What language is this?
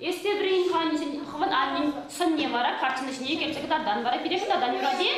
Chuvash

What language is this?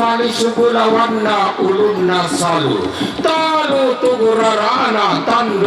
Toraja-Sa'dan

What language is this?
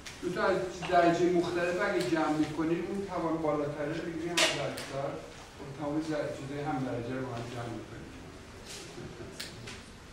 Persian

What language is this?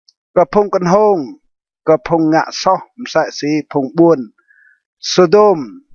Rade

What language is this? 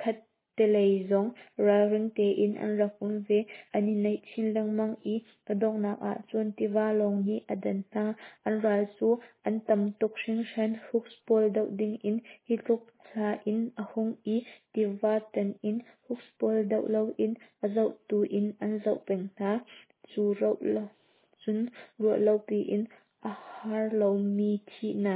Hakha Chin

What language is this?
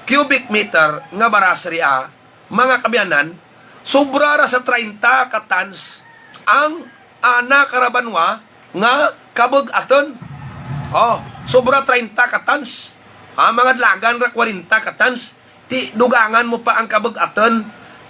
Hiligaynon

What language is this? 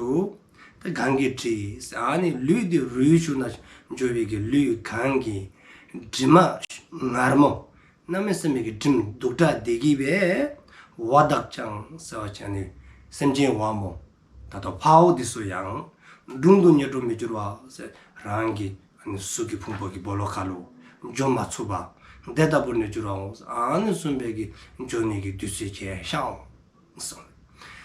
Dzongkha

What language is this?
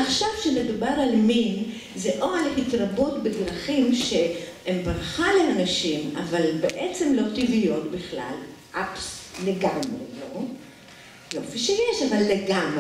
Hebrew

